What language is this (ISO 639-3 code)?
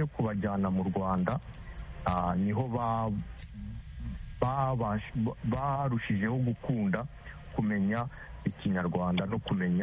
kin